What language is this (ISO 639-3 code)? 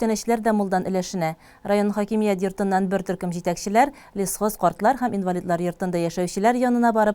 tat